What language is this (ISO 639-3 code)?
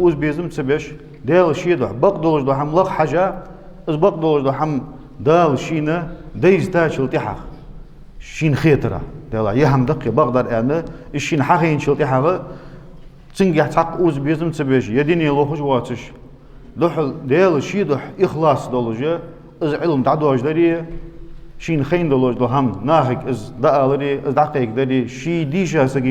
inh